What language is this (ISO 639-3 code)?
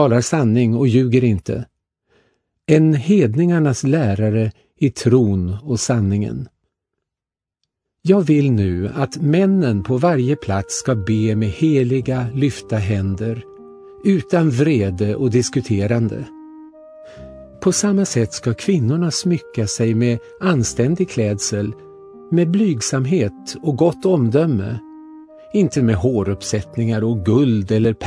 swe